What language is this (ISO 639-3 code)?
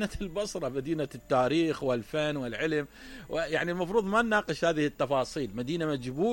acm